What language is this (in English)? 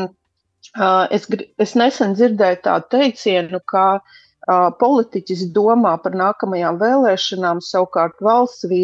Latvian